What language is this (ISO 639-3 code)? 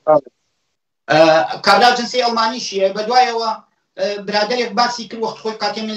ckb